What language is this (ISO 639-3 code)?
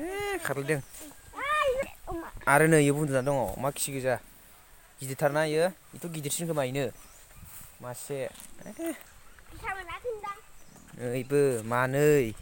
brx